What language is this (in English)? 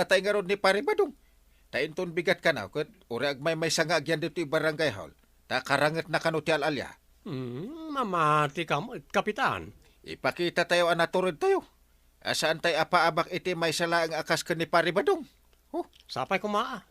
Iloko